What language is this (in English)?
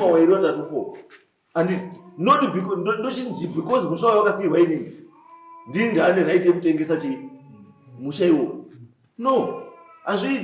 Shona